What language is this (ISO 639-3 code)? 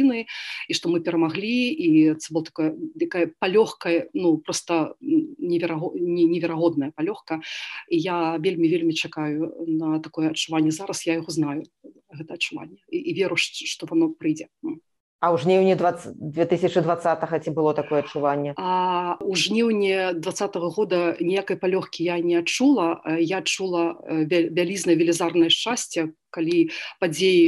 bel